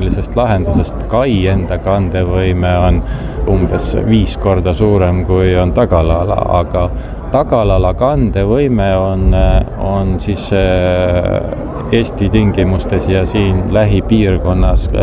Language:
Estonian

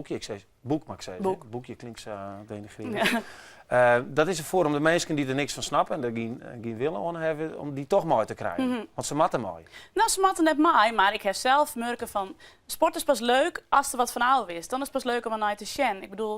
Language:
Western Frisian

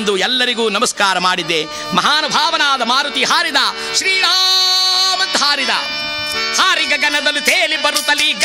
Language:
Kannada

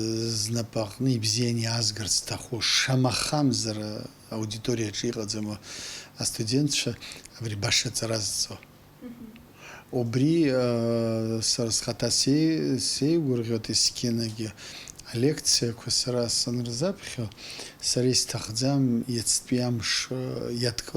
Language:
Abkhazian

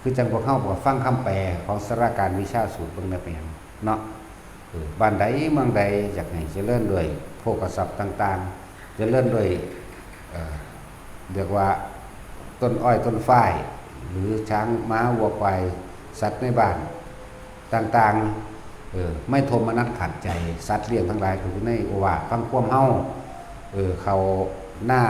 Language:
Northeastern Thai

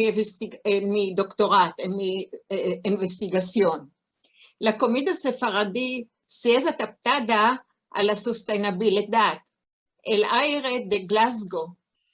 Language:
Ladino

